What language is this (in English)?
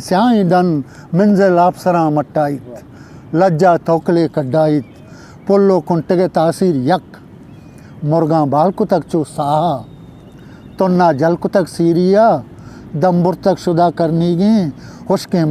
Eastern Balochi